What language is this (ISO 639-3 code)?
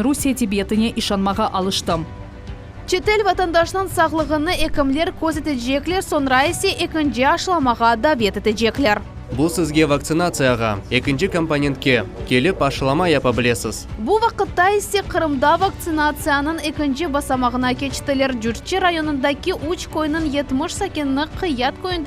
crh